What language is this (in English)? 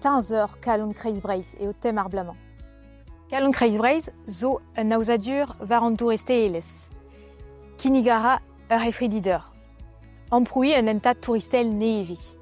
Breton